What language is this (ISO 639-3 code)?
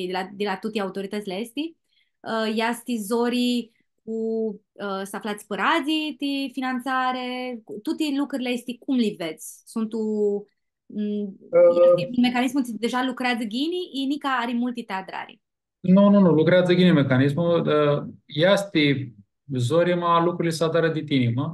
rup